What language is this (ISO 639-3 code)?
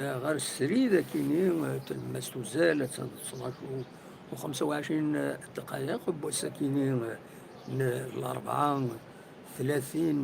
kab